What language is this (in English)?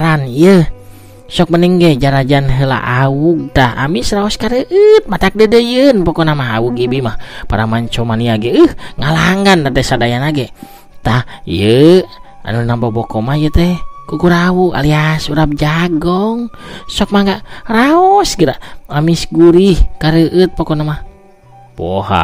Sundanese